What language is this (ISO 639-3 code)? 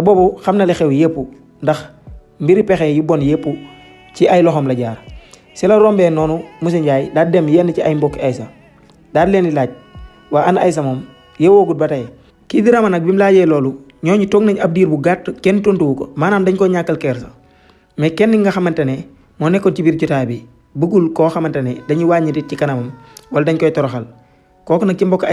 wol